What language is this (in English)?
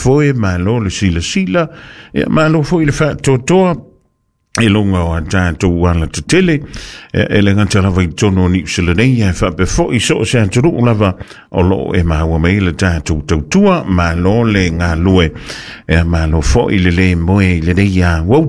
Samoan